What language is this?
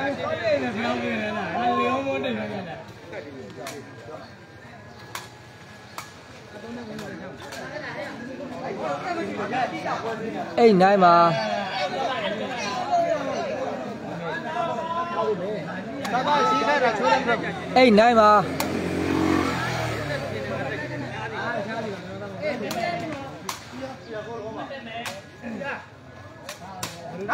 Burmese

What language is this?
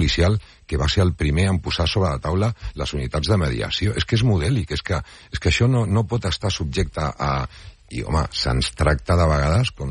Catalan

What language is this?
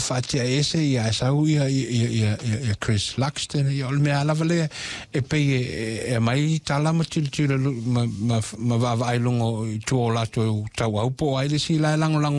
Samoan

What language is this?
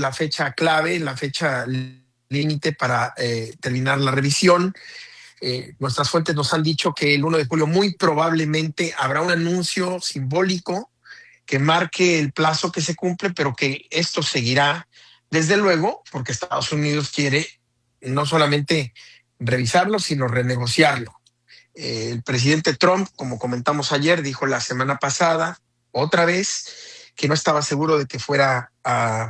Spanish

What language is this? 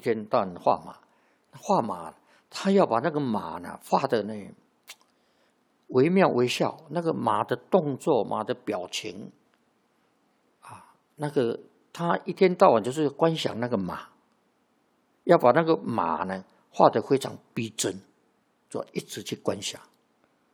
Chinese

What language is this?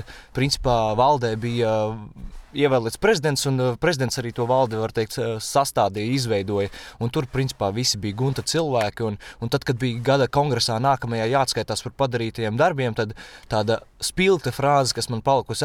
Latvian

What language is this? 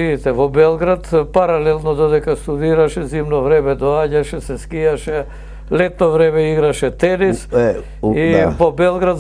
Macedonian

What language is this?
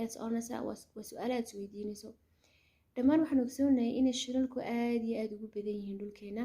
Somali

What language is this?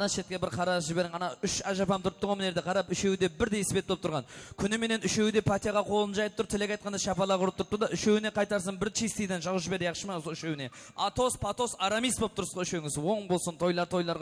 Kara-Kalpak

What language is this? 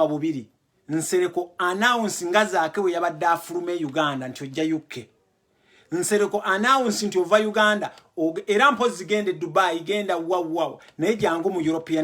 Ganda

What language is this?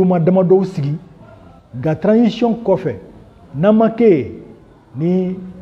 Bambara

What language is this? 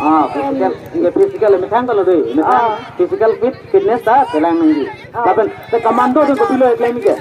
Karbi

